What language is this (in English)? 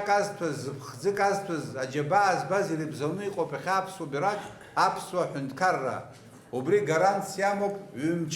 Abkhazian